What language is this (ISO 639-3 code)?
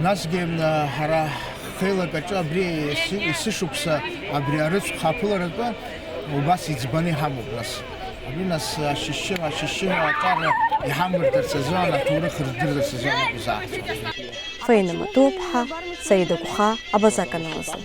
abk